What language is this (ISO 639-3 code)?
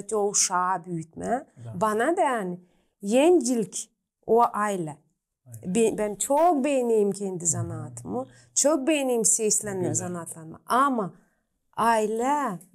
gag